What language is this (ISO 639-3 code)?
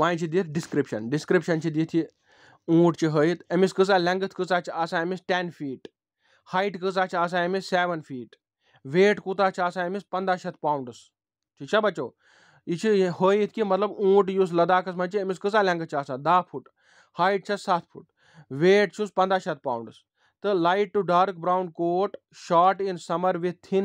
kas